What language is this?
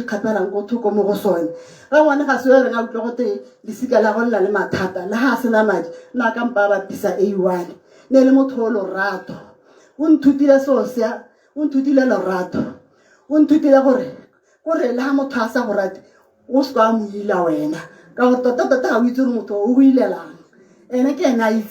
Tswana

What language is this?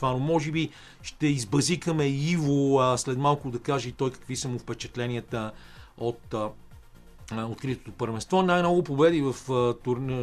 Bulgarian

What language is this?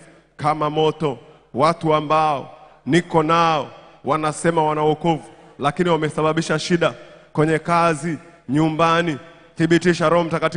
Swahili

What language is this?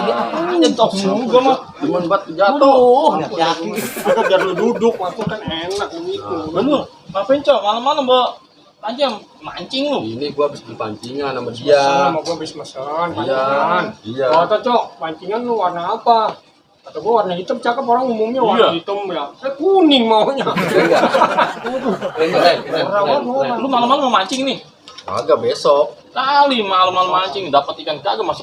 Betawi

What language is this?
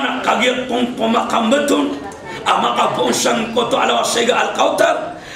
Maranao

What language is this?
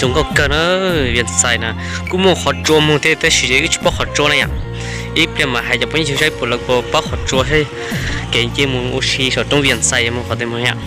Hmong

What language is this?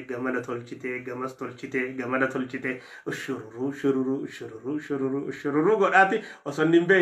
Oromo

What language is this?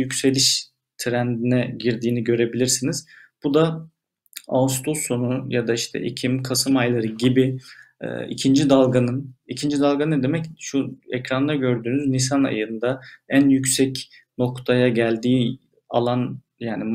Turkish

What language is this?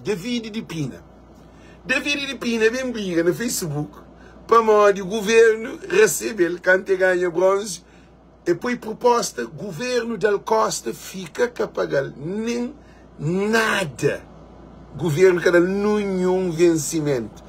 Kabuverdianu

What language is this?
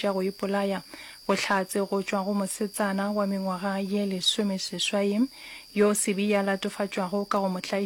Northern Sotho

